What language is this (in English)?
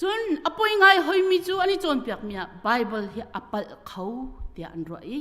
Hakha Chin